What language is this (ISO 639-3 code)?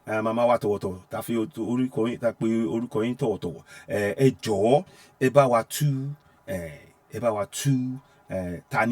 yor